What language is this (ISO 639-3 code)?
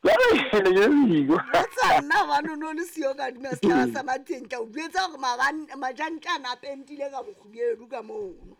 sot